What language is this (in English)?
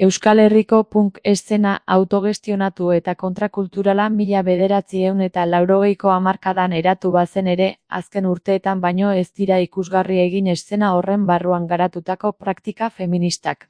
Basque